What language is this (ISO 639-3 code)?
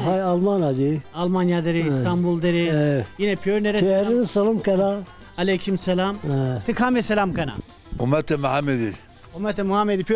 zza